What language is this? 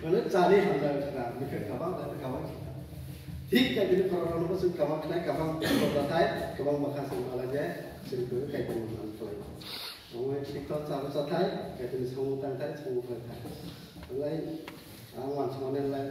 Kok Borok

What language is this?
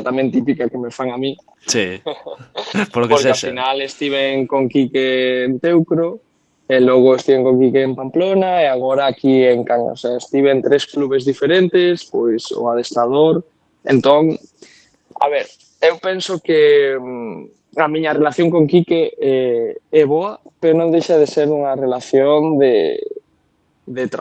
Galician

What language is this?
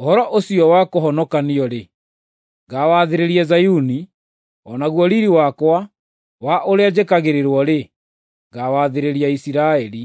Kikuyu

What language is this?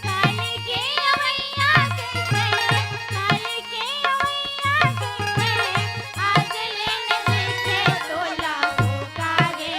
Chhattisgarhi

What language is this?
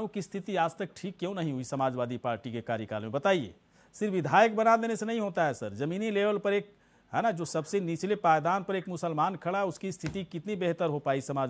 Hindi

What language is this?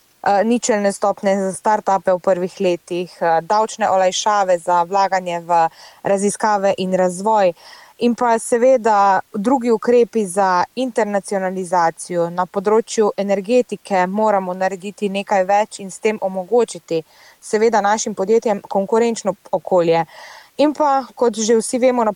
Slovenian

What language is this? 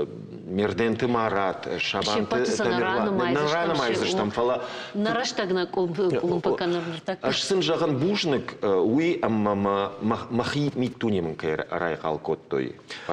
Ossetic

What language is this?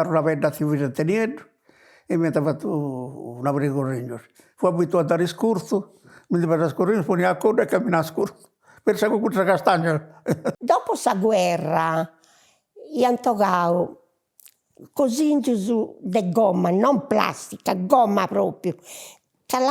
Sardinian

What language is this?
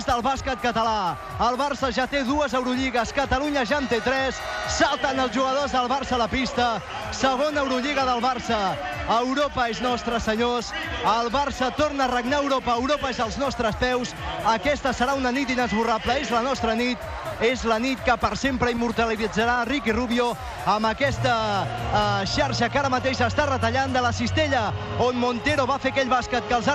Catalan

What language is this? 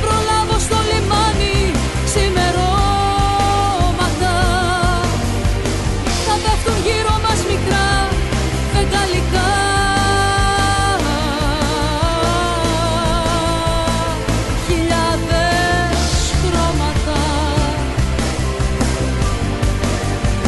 Greek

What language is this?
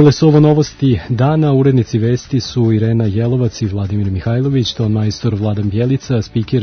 Serbian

